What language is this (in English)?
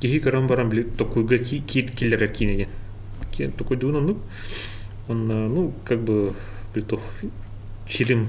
Yakut